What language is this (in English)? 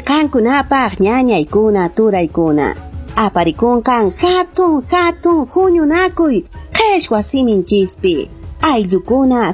Quechua